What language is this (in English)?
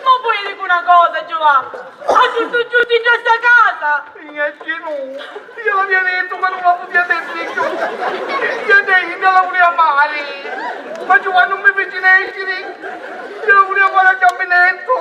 Sicilian